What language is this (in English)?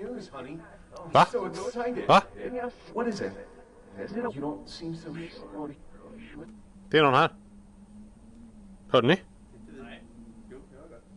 Swedish